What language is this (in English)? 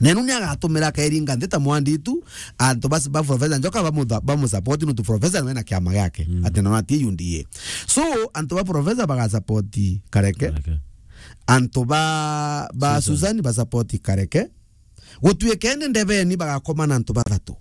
Meru